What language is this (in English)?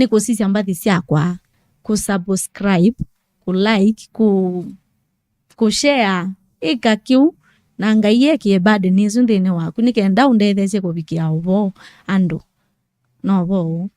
Kamba